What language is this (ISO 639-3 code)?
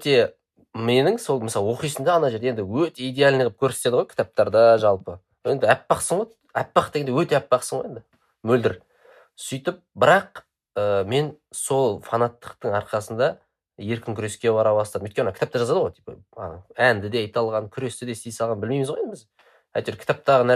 kaz